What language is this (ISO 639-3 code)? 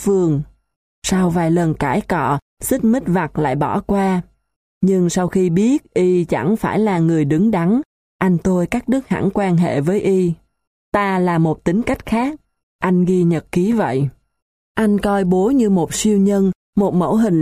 vie